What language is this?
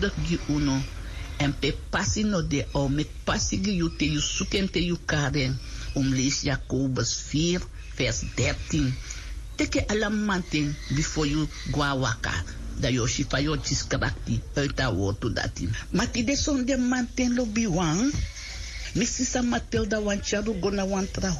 Sranan Tongo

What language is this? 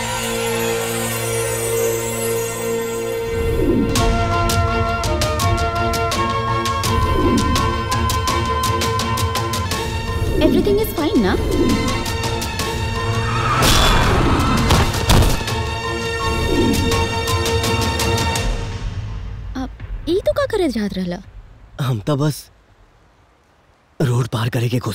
Bhojpuri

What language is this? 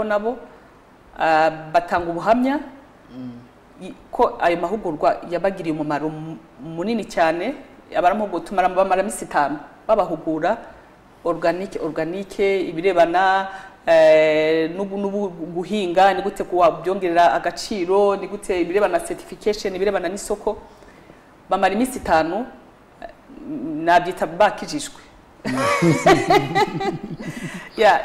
Kinyarwanda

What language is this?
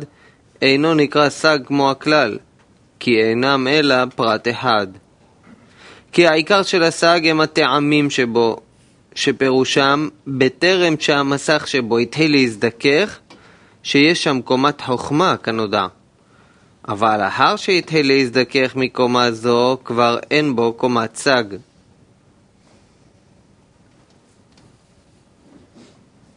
Hebrew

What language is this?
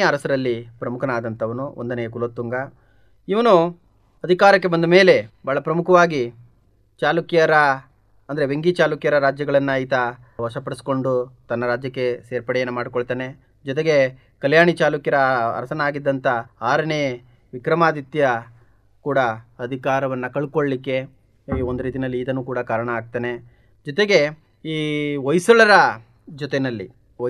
Kannada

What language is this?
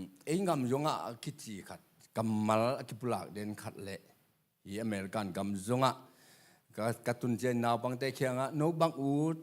Tedim Chin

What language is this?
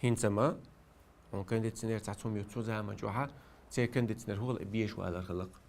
Chechen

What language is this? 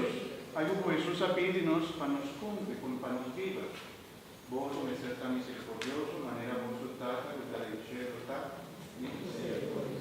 Papiamento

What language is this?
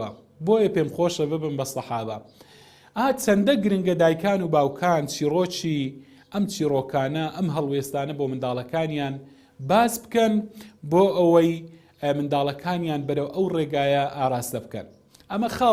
Central Kurdish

